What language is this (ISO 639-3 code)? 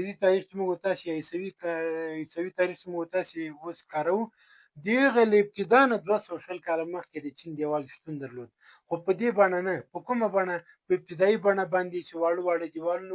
pus